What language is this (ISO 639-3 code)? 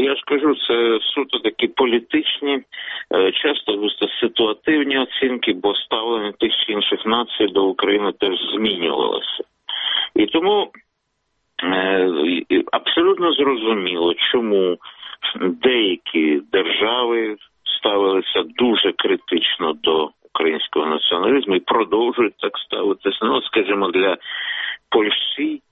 ukr